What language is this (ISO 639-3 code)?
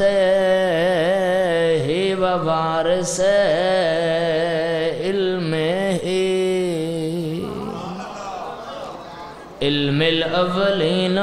urd